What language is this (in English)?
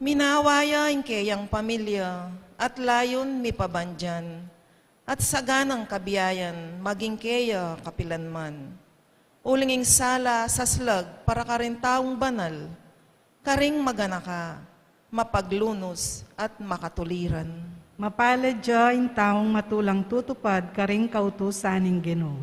Pampanga